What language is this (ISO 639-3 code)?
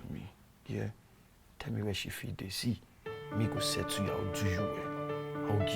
pcm